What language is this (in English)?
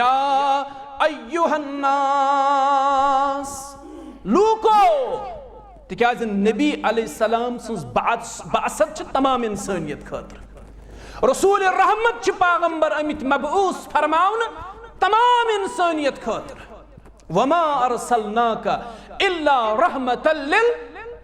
Kashmiri